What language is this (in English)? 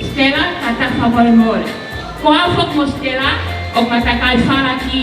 Tongan